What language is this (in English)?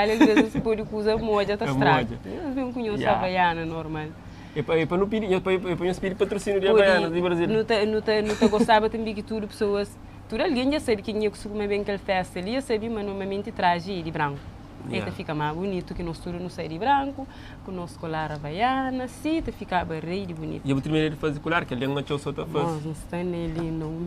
Kabuverdianu